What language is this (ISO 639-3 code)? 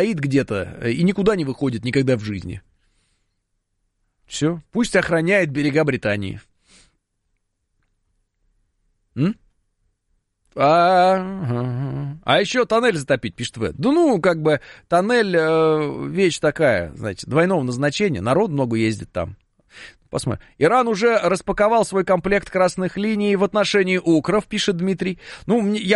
rus